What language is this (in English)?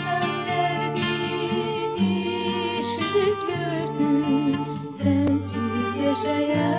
South Azerbaijani